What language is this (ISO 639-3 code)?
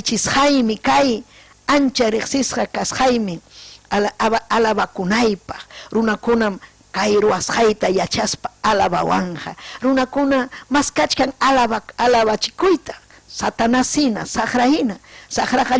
quy